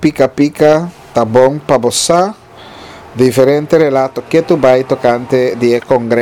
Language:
Papiamento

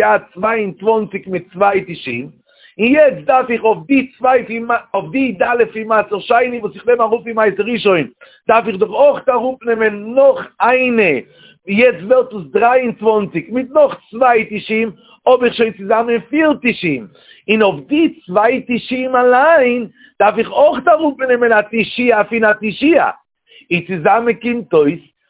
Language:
Yiddish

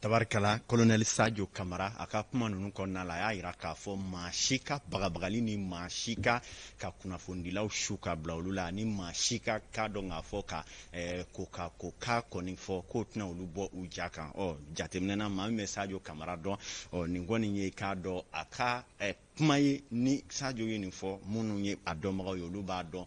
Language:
Bambara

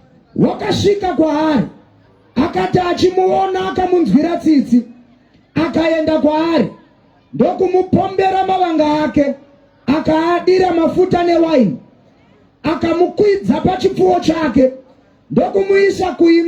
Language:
Shona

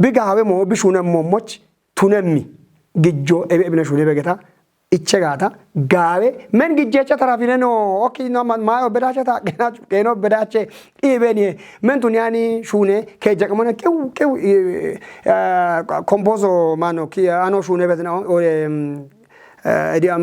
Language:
Kafa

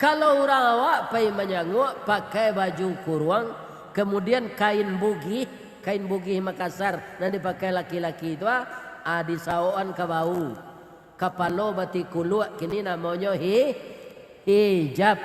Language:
Minangkabau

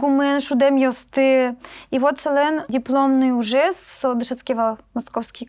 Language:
Udmurt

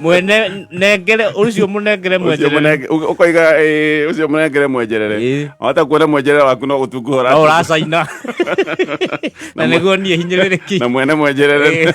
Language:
Kikuyu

